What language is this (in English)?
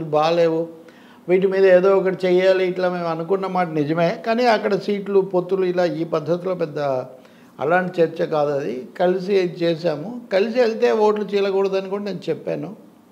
Telugu